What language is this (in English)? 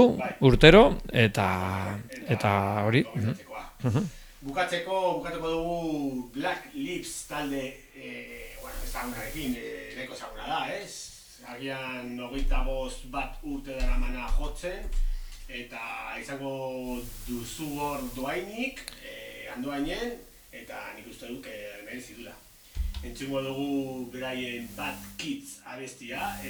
Basque